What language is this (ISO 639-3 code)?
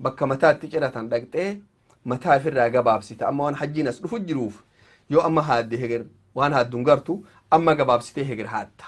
orm